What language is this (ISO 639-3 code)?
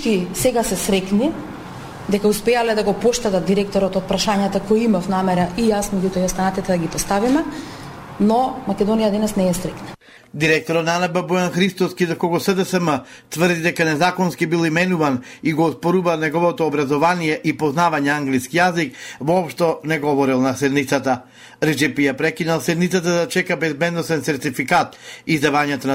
mkd